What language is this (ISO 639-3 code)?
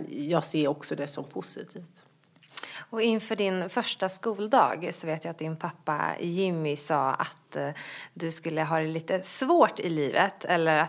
swe